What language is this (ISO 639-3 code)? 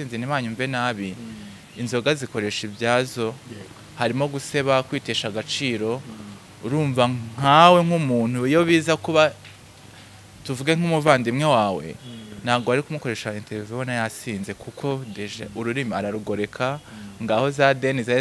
kin